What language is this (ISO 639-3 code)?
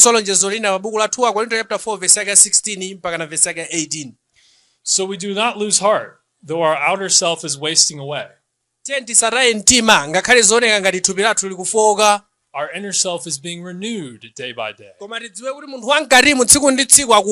nya